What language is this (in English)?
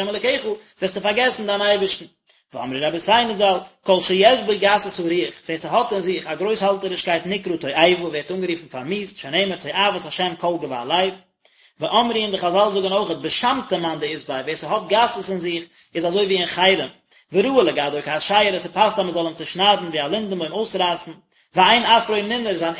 Yiddish